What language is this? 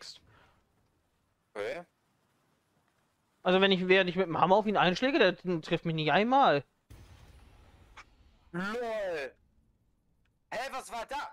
German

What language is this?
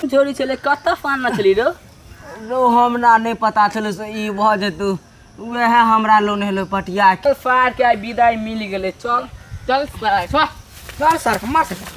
Maithili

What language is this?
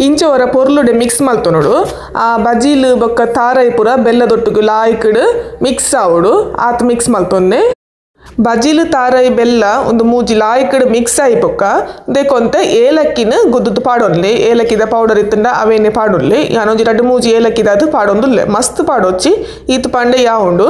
Tulu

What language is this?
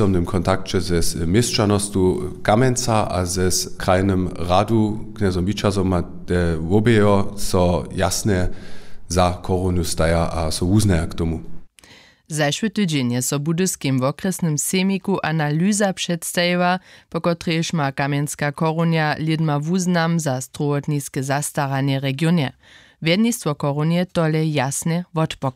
Upper Sorbian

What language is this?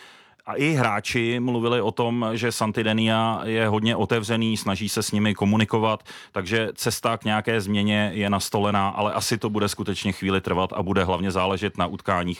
Czech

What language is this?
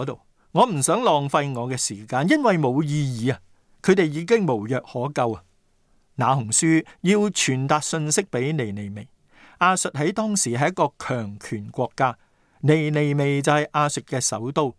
Cantonese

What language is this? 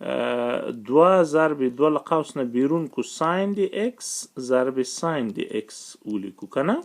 Pashto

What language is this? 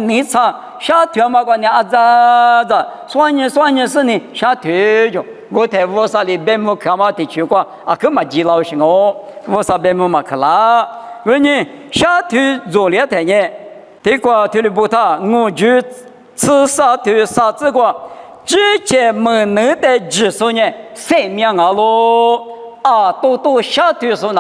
Lisu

